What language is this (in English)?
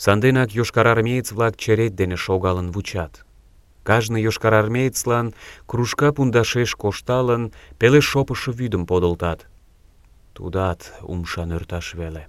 Mari